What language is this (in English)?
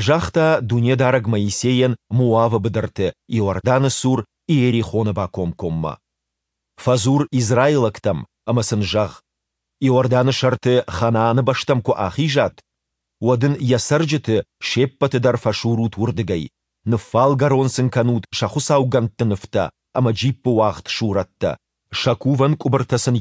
Ossetic